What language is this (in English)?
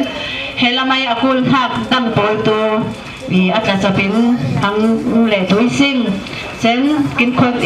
Falam Chin